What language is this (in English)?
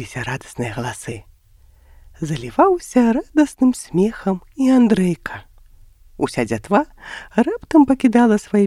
Belarusian